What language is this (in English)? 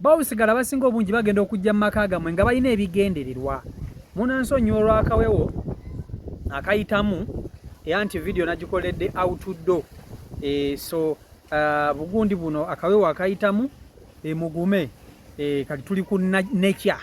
Ganda